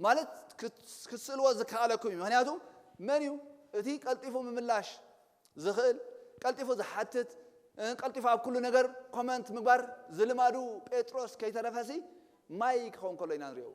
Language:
Tigrinya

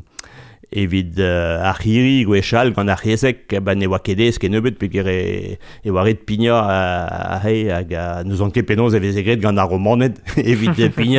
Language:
Breton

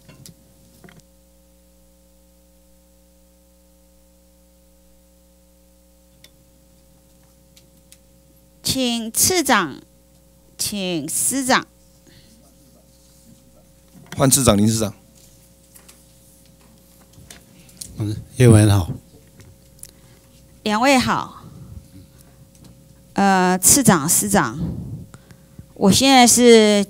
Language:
Chinese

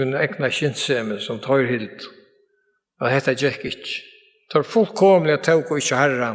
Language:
Faroese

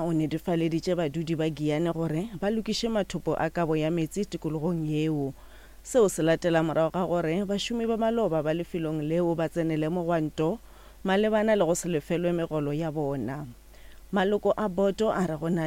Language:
Northern Sotho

